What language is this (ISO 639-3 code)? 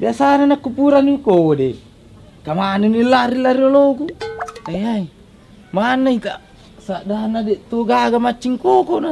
bug